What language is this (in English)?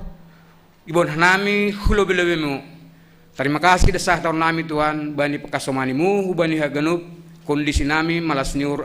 Batak Simalungun